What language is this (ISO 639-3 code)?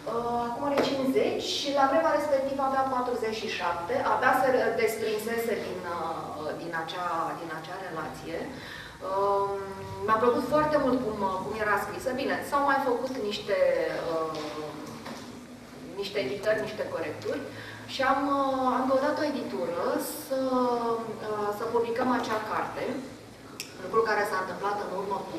ron